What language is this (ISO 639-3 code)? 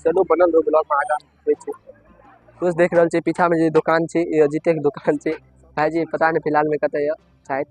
mai